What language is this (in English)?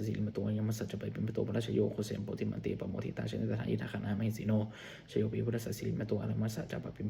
Pali